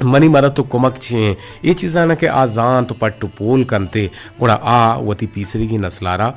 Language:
Eastern Balochi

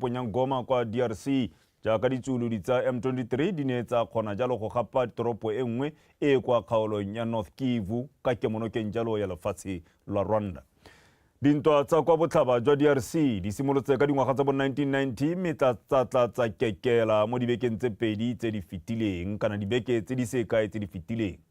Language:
Tswana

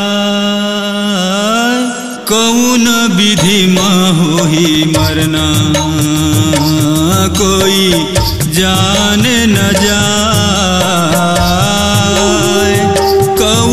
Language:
Chhattisgarhi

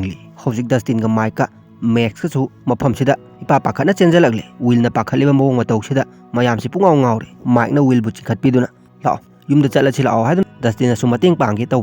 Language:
Manipuri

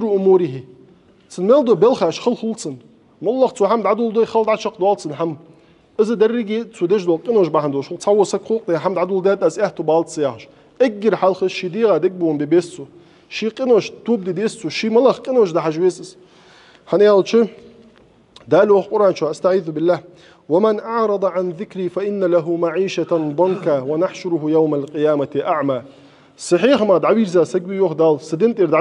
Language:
Ingush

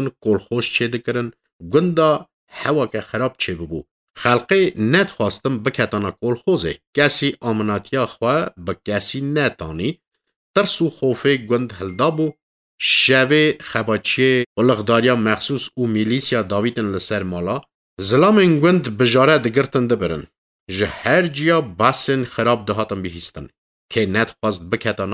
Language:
Kurdish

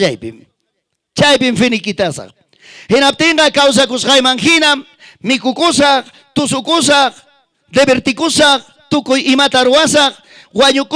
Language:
Ayacucho Quechua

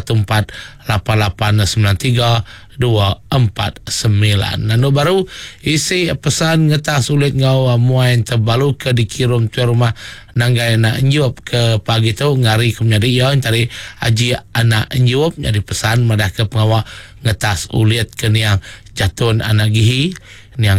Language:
Iban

